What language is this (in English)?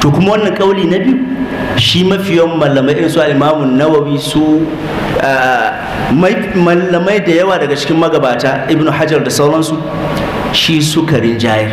Hausa